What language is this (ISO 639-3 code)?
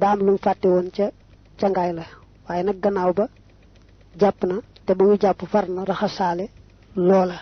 wol